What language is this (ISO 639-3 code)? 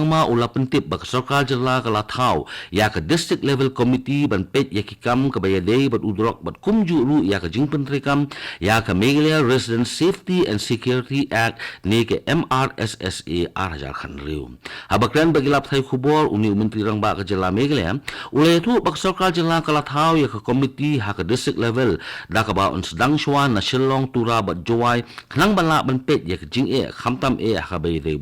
kha